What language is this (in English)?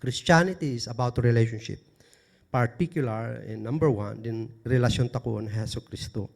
Kankanaey